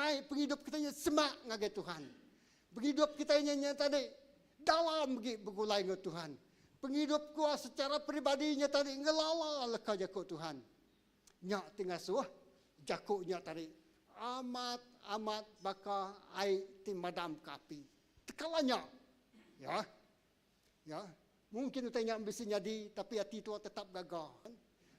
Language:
Iban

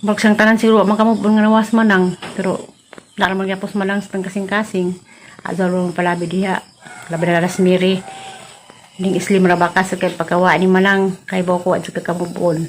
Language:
Cebuano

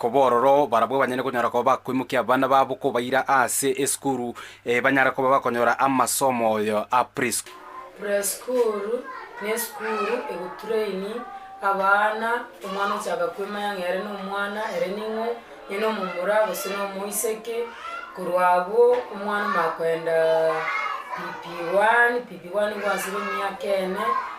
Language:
Gusii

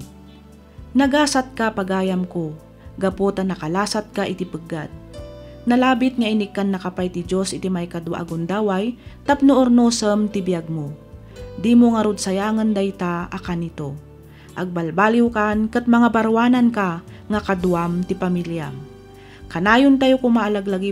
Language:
Iloko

